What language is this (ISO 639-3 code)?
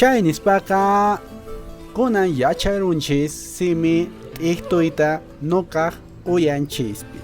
que